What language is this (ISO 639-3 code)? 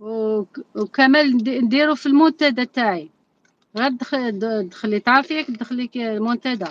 arq